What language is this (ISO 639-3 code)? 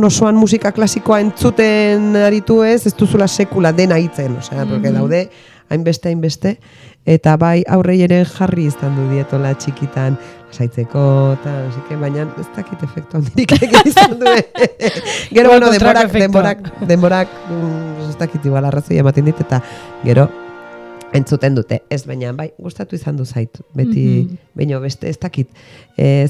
eus